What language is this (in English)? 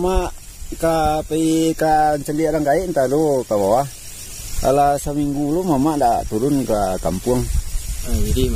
Minangkabau